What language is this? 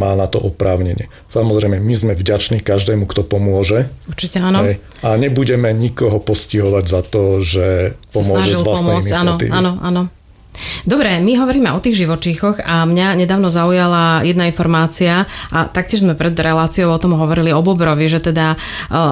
Slovak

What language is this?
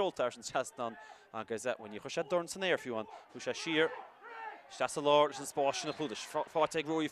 Irish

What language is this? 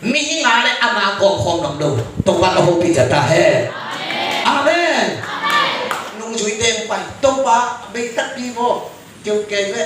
Tedim Chin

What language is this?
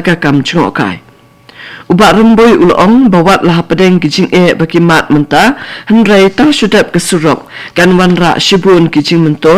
Khasi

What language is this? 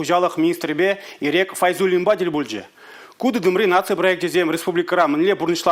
Chuvash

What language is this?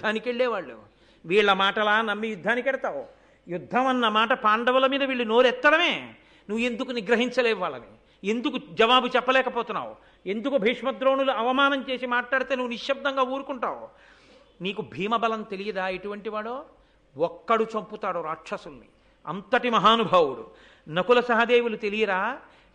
Telugu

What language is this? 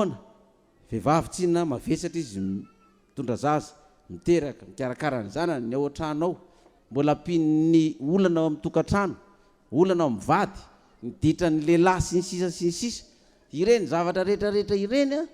Malagasy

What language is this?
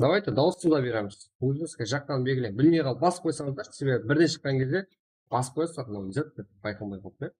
Kara-Kalpak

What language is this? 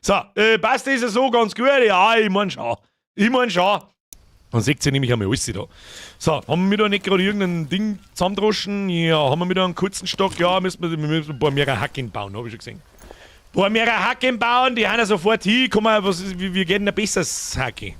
Bavarian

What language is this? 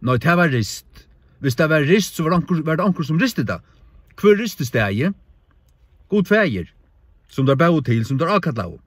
Faroese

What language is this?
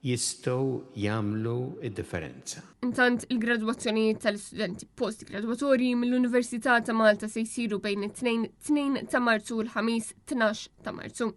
Maltese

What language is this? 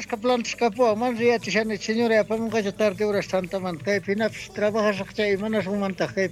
South Bolivian Quechua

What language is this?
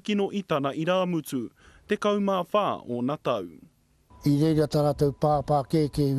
Māori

